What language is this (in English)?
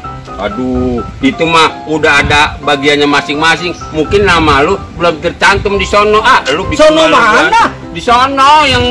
Betawi